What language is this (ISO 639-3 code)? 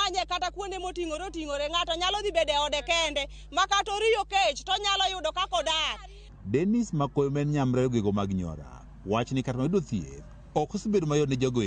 luo